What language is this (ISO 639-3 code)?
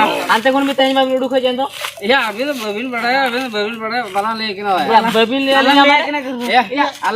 sat